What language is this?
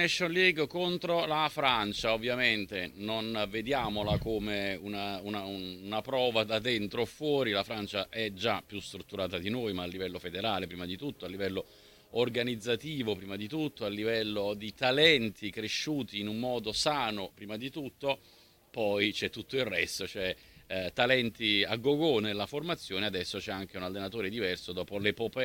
Italian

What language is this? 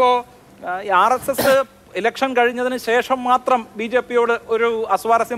Malayalam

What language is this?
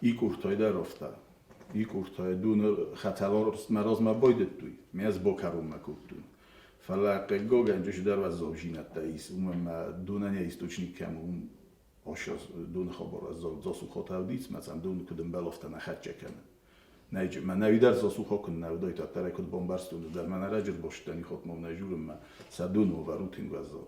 Ossetic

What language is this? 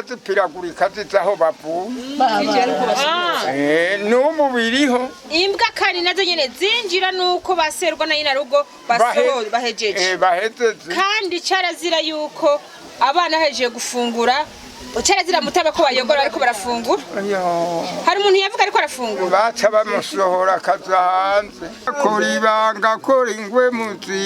Rundi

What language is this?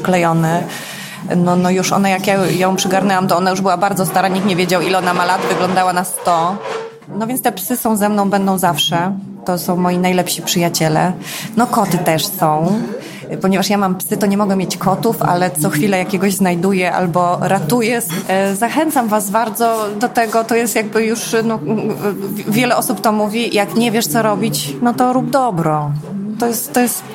Polish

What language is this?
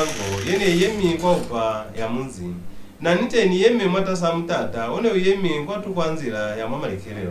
Lozi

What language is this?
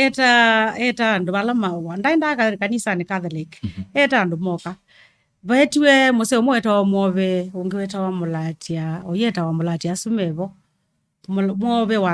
Kamba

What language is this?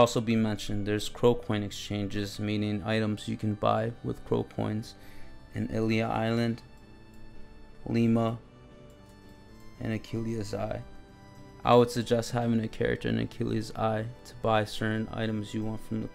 English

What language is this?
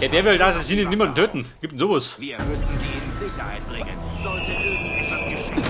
Bavarian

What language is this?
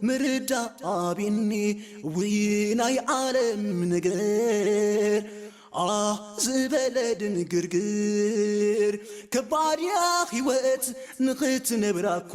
Tigrinya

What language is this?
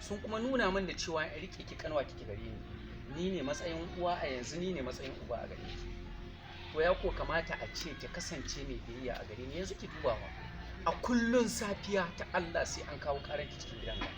Hausa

